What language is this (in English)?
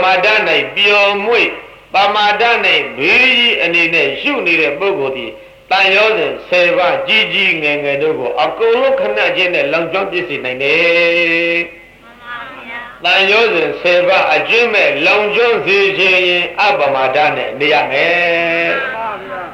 Burmese